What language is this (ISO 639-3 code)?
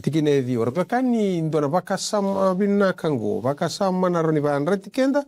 fij